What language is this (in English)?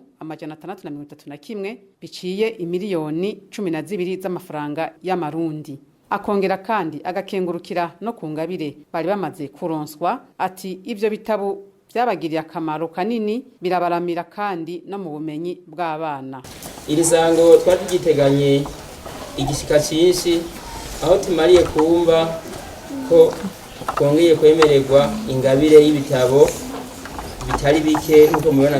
Rundi